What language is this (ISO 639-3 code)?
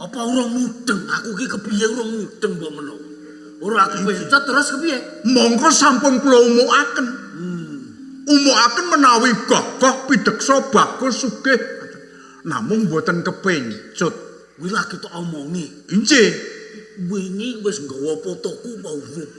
jav